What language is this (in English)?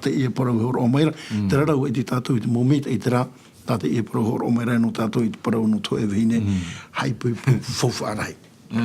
Tahitian